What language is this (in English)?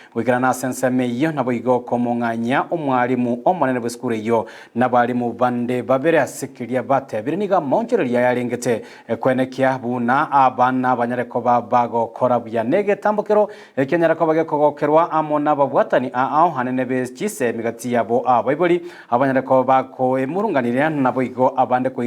Gusii